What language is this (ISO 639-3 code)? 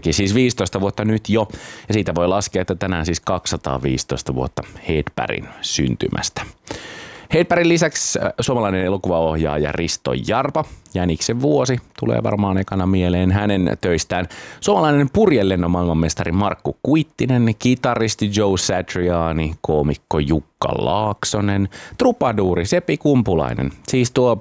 fin